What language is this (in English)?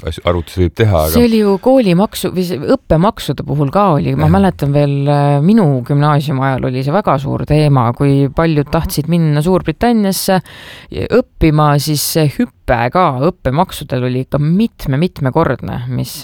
Estonian